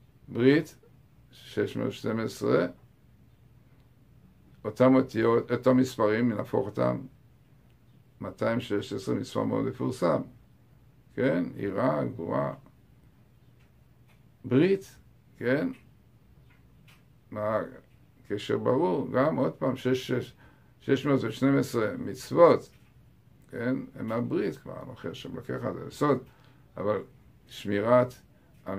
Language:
Hebrew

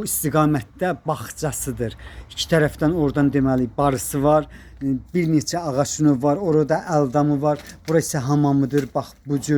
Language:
Azerbaijani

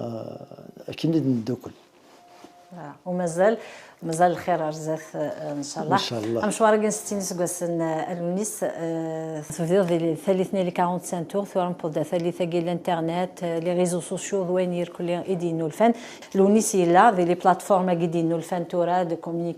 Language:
Kabyle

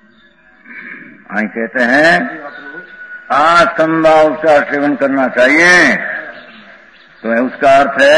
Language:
Hindi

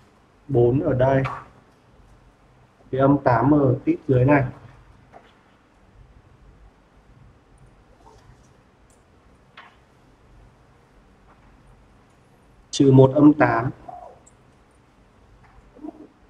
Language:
Vietnamese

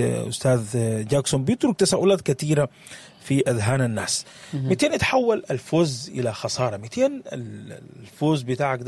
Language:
Sudanese Arabic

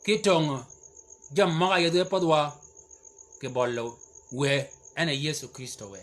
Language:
Shilluk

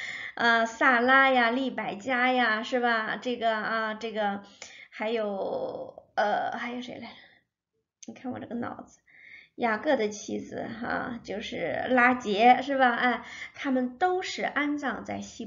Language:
Chinese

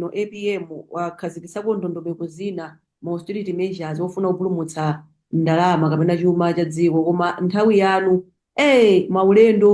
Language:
Nyanja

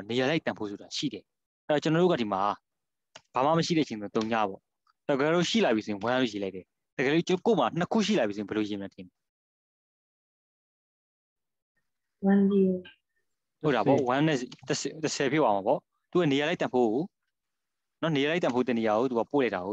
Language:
Burmese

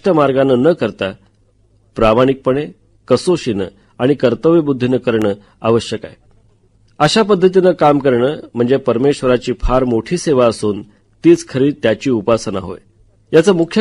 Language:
Marathi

